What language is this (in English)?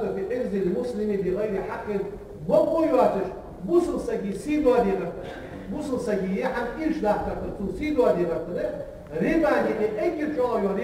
Ingush